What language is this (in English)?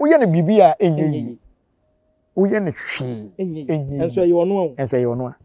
Akan